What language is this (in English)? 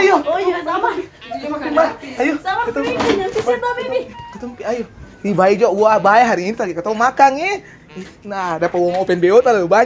Ambonese Malay